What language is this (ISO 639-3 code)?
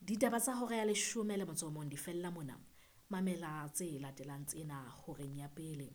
sot